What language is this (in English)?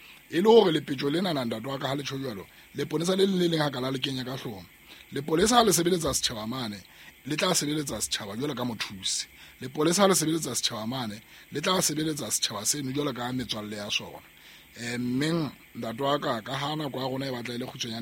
Southern Sotho